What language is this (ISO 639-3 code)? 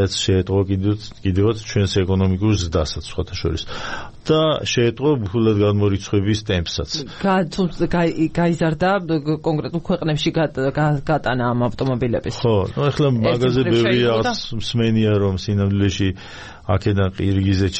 kat